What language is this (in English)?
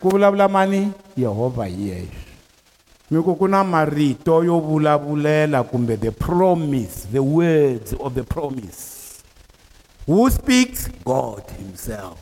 Tsonga